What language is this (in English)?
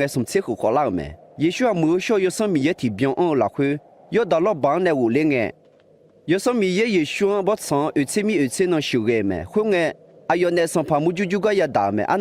Akha